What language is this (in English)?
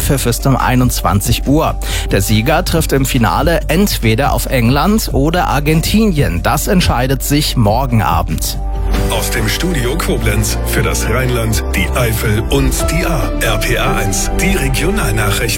German